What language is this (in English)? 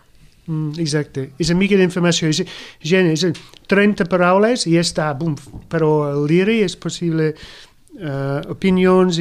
Catalan